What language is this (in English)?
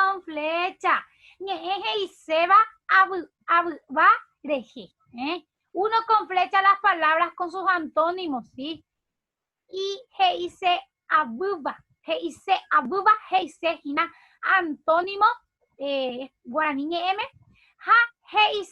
Guarani